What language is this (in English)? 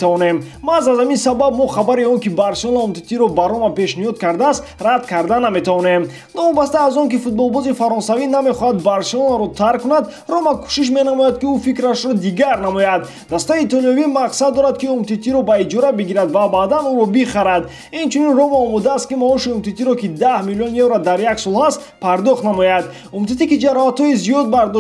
Tajik